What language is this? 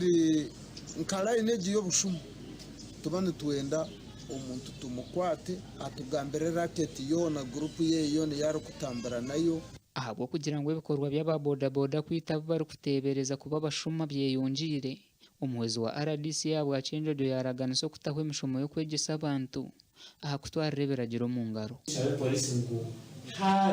Nyankole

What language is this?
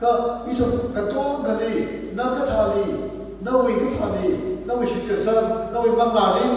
Tangkhul Naga (India)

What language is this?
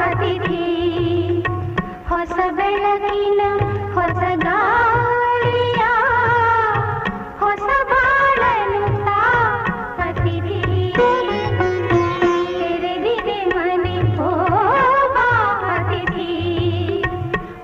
Kannada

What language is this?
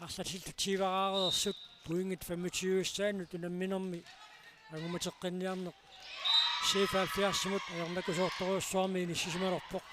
Kalaallisut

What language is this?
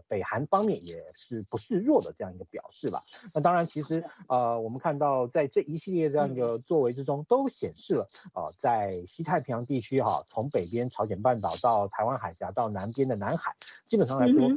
Chinese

